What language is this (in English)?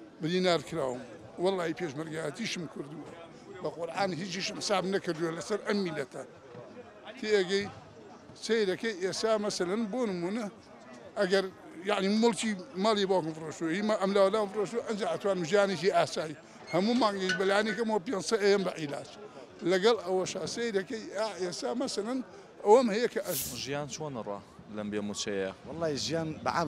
Central Kurdish